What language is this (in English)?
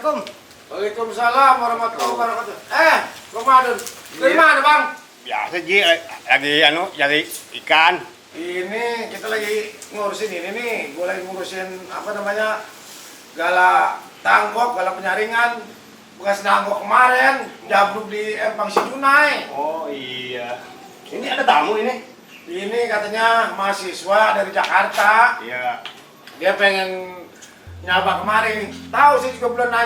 Betawi